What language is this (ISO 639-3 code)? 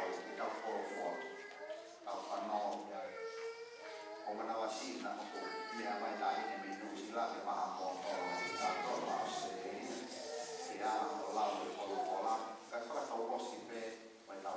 ton